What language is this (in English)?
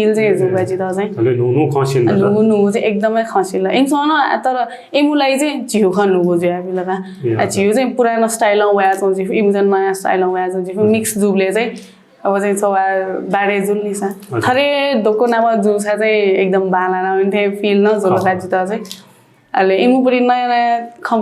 Newari